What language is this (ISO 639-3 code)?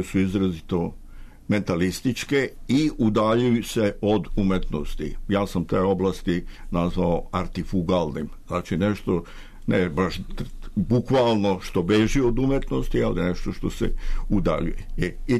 srp